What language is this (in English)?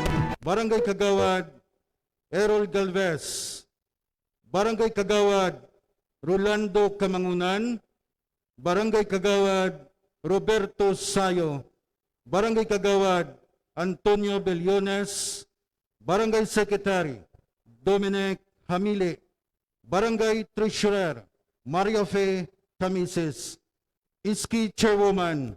Hiligaynon